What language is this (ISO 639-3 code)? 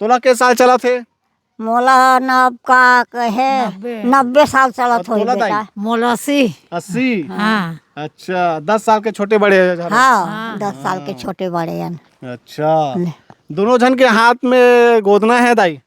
hne